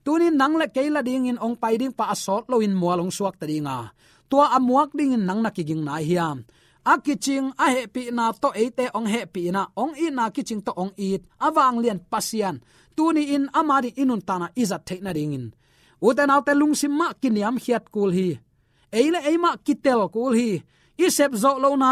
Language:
Tedim Chin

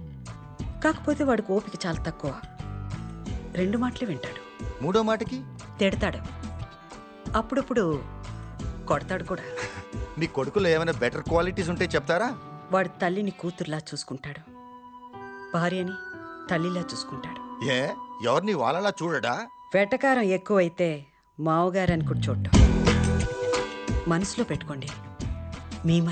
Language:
Telugu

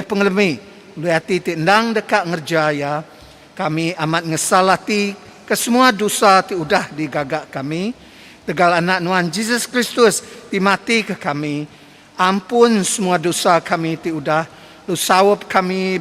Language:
Iban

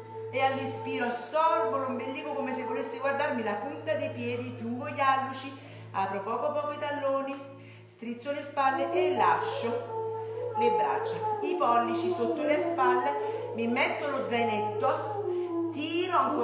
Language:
Italian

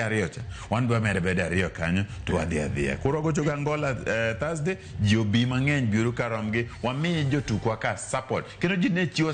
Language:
Luo (Kenya and Tanzania)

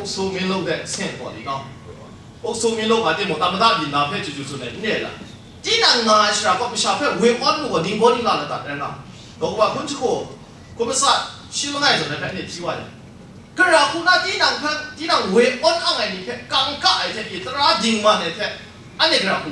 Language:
Kachin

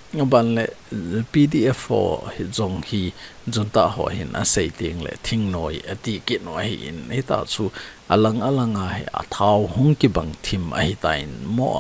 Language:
Thado Chin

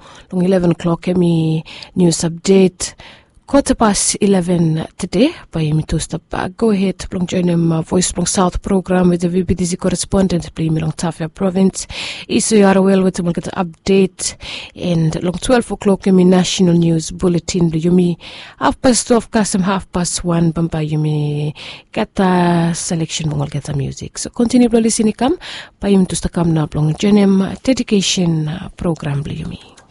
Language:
Bislama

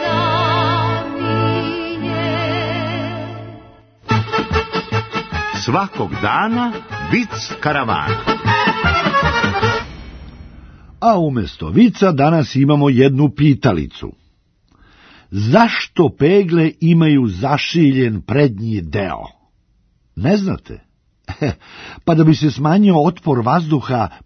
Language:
Serbian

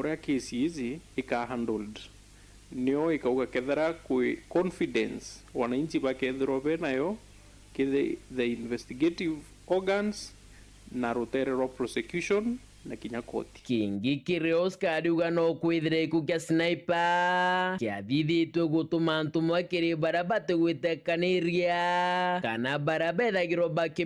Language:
Meru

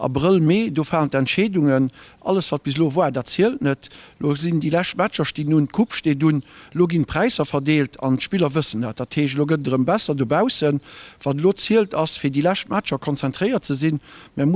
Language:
Luxembourgish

